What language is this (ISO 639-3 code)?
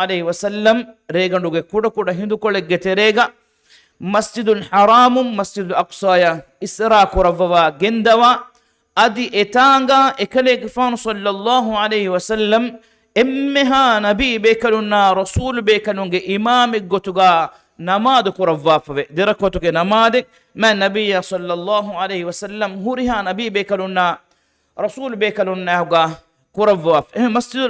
div